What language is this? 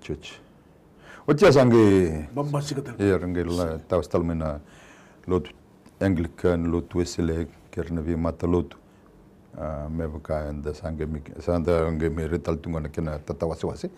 Fijian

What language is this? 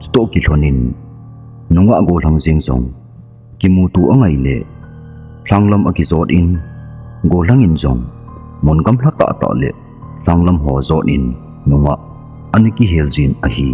Thado Chin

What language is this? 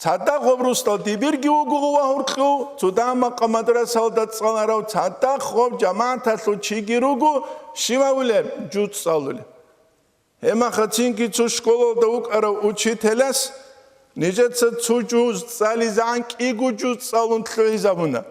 Avaric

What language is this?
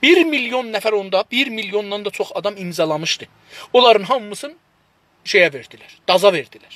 South Azerbaijani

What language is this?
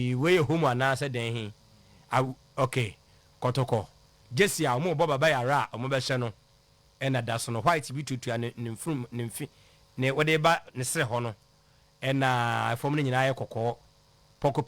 Akan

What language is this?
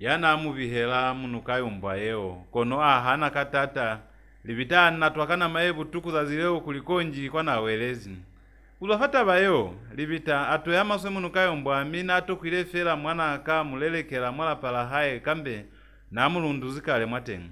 Lozi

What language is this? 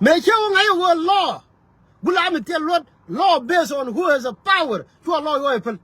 Nuer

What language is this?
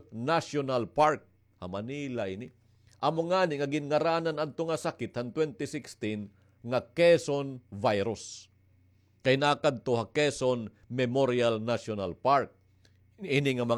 Waray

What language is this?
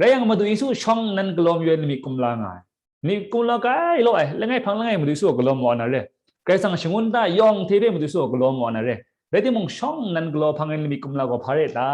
Kachin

